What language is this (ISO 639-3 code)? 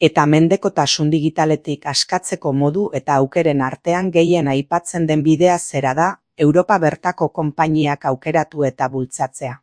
eus